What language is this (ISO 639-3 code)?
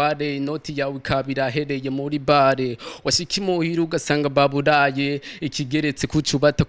run